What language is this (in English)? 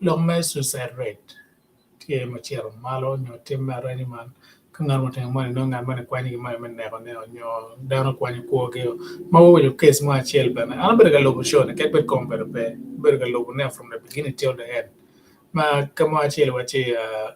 Acoli